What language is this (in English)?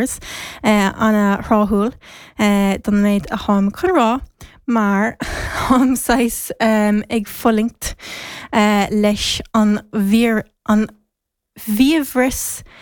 Irish